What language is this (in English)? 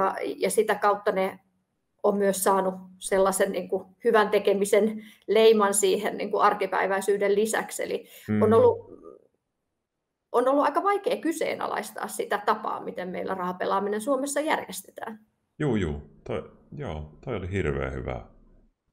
Finnish